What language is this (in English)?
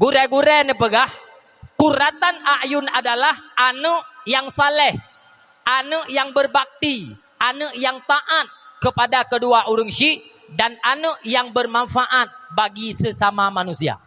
Achinese